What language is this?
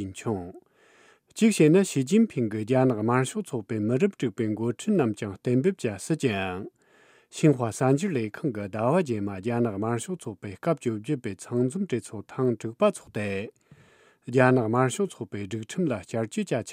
Tibetan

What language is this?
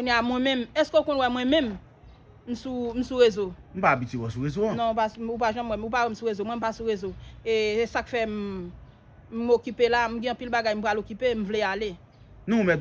Haitian Creole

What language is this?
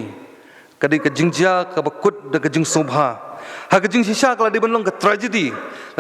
Khasi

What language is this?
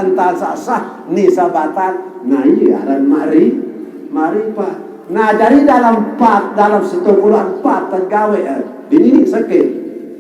Sasak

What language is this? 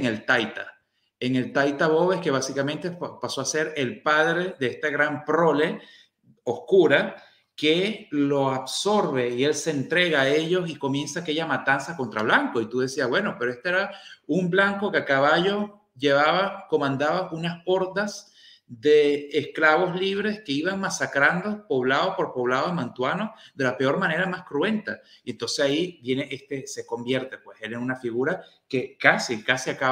Spanish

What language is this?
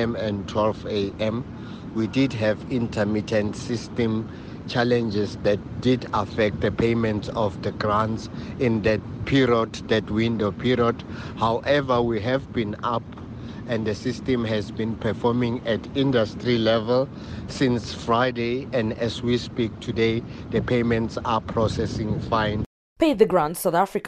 English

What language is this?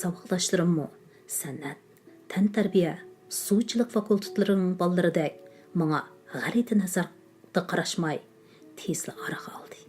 Uyghur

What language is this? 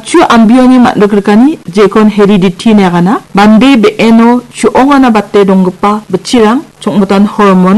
Garo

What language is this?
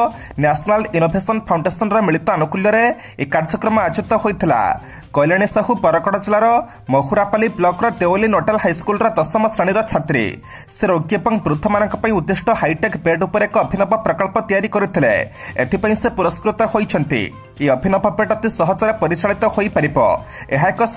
Odia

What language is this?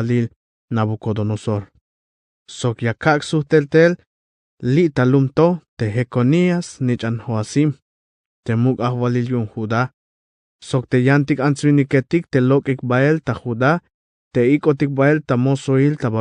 Tzeltal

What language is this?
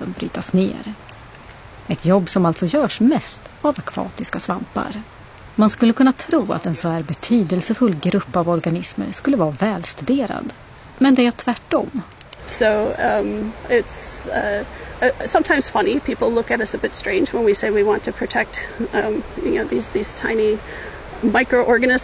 Swedish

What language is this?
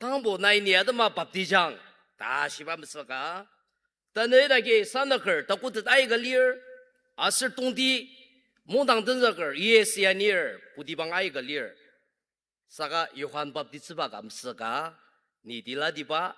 Ao Naga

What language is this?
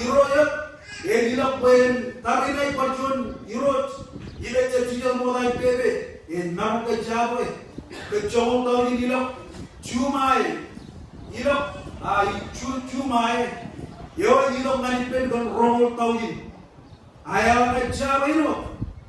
Marshallese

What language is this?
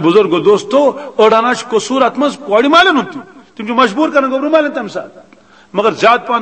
Kashmiri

